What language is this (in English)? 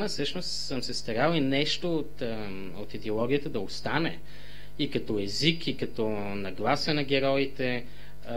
Bulgarian